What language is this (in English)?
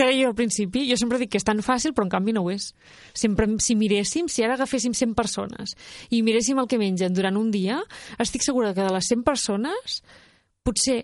Catalan